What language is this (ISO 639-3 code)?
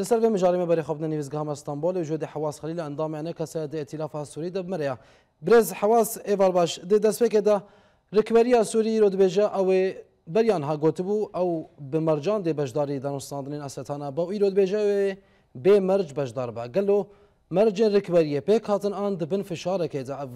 kur